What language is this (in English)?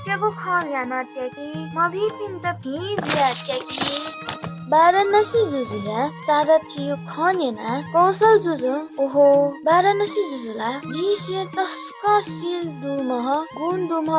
Newari